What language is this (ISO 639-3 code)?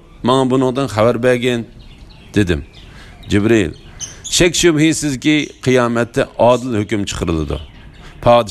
uig